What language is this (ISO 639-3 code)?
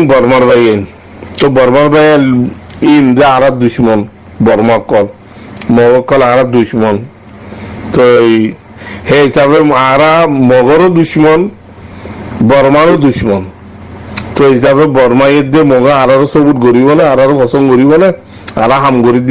rhg